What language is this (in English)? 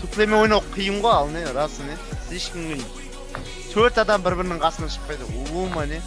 Kara-Kalpak